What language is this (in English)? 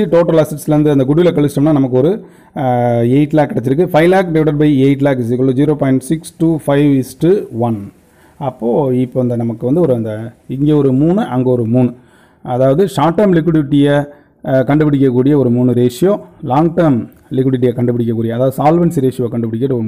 Tamil